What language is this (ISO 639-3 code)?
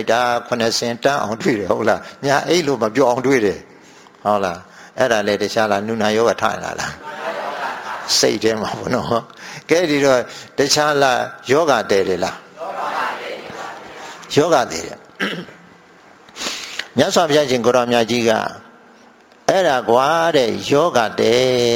mya